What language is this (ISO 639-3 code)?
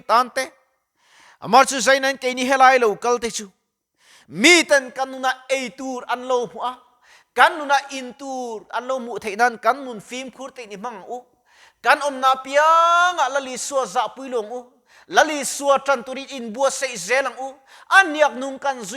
lus